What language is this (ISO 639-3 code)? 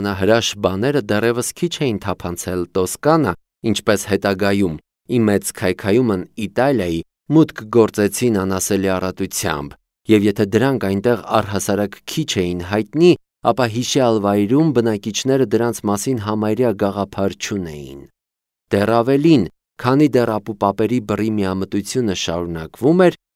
hye